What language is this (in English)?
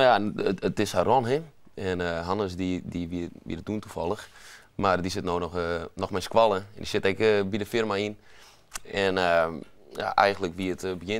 Western Frisian